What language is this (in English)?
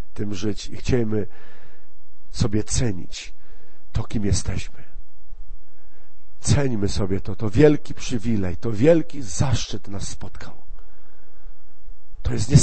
Polish